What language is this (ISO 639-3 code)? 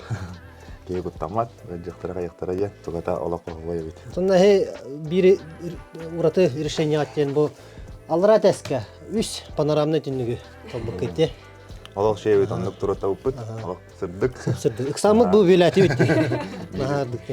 sah